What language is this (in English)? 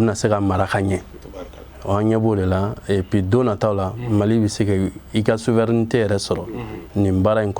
Bambara